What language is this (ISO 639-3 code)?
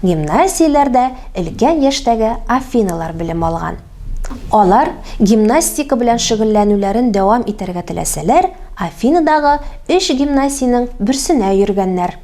tat